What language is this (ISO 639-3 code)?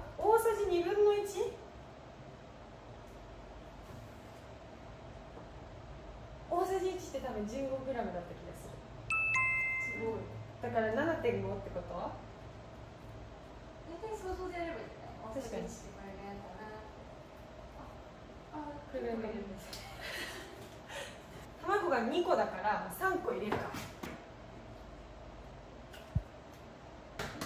jpn